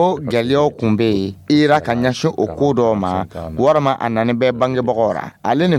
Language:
Dyula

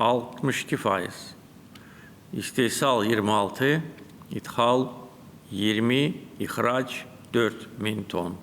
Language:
Azerbaijani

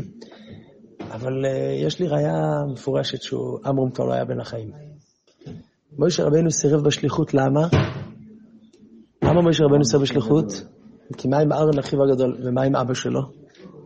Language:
Hebrew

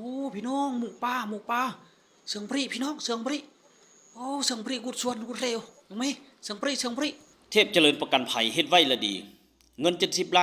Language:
Lao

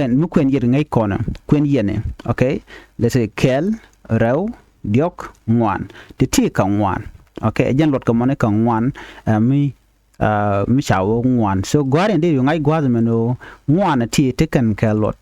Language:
Nuer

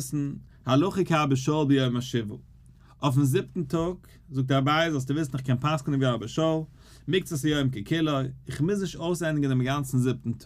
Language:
Yiddish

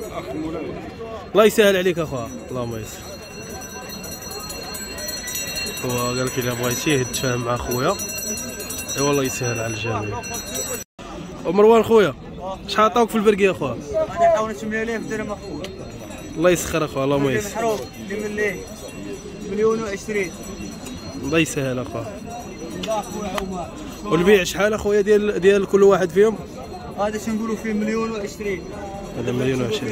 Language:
Moroccan Arabic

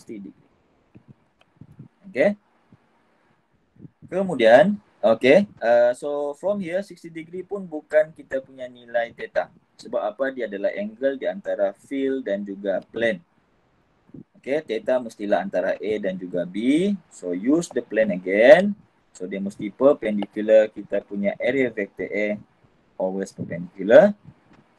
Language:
Malay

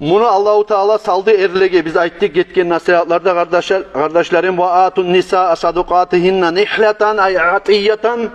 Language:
Kumyk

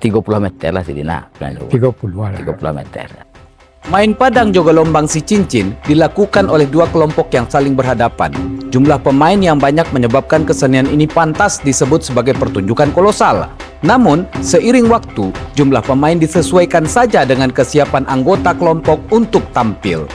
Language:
Minangkabau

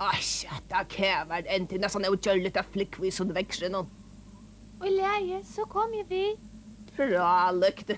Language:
Faroese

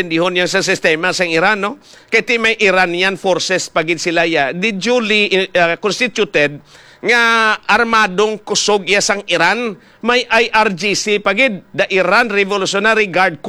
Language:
Hiligaynon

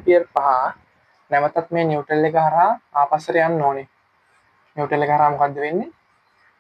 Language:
Sinhala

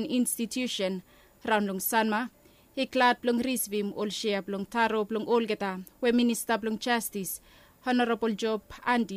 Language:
Bislama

